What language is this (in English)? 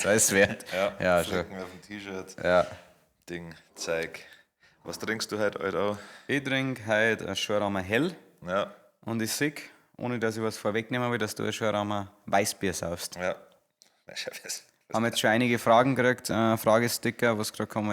Bavarian